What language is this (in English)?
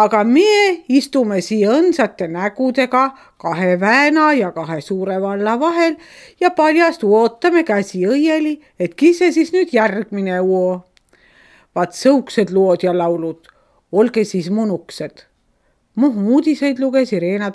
Estonian